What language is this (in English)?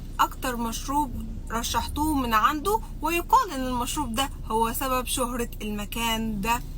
Egyptian Arabic